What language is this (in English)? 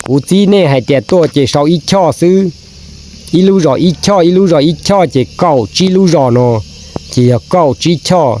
Hmong